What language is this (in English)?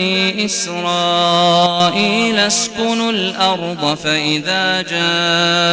Arabic